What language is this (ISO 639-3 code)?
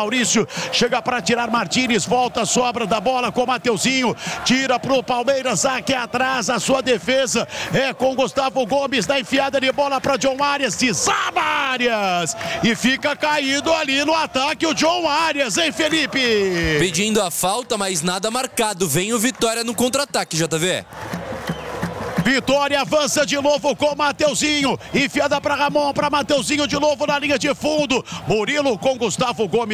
por